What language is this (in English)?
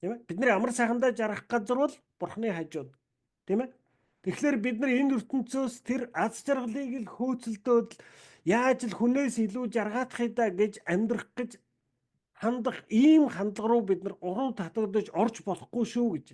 Mongolian